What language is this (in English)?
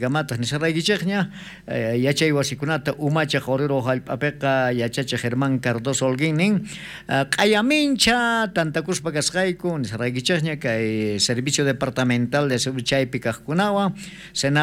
South Bolivian Quechua